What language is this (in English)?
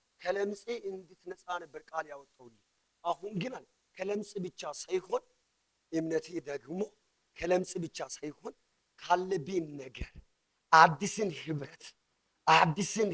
Amharic